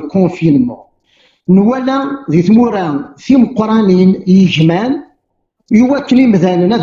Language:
Kabyle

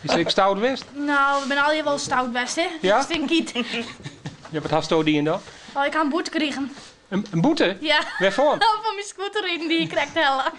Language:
Western Frisian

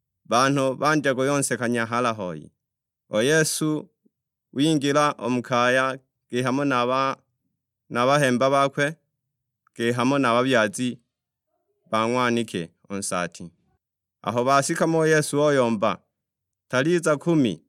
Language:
Sukuma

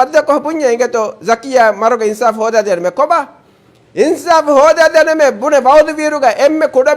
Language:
Divehi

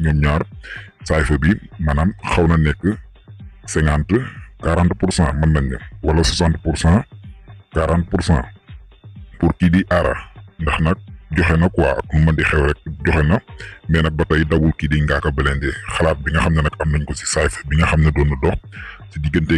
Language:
Wolof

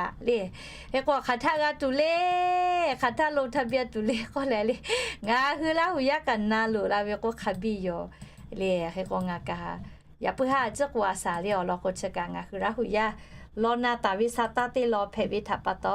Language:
Lahu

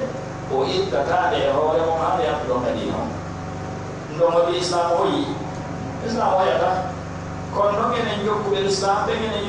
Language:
Pular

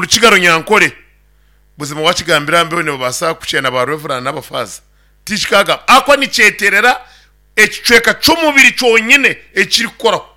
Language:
Nyankole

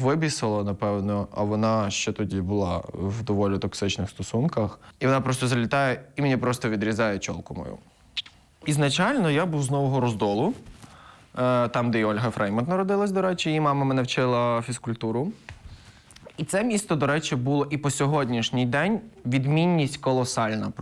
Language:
Ukrainian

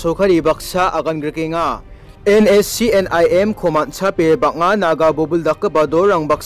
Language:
Garo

